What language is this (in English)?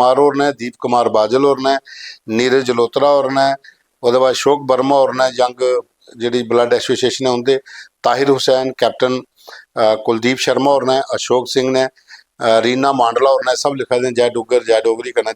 Dogri